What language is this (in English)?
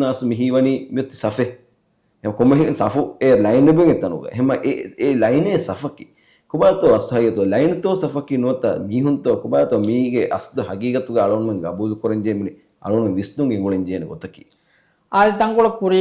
Divehi